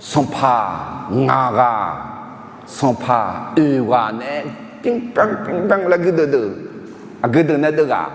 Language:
Akha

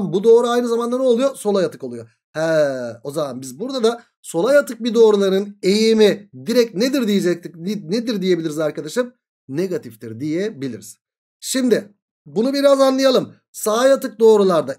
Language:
Turkish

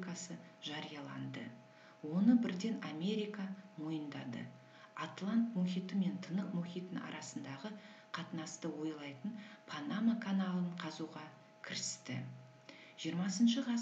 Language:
Kazakh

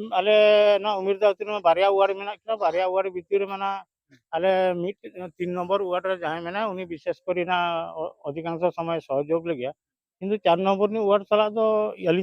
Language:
Santali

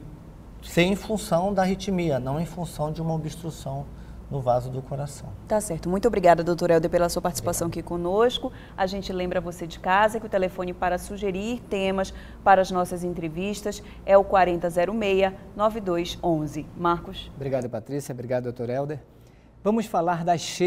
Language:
Portuguese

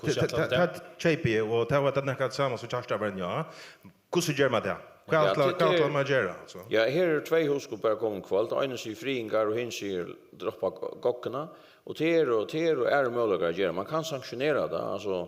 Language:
Faroese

